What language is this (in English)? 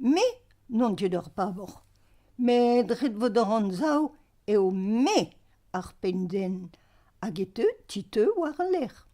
Breton